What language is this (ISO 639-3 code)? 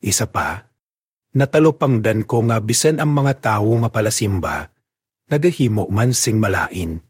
hil